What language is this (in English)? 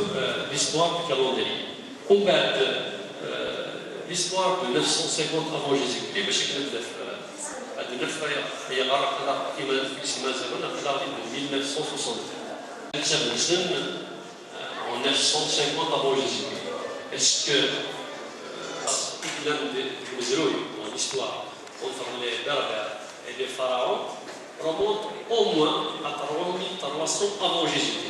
Kabyle